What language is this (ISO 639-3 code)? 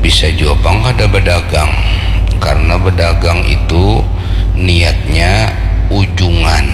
bjn